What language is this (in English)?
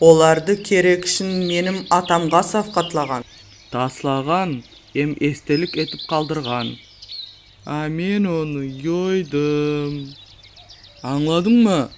Nogai